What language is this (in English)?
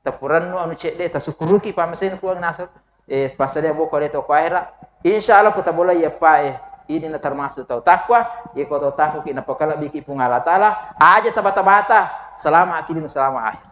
Buginese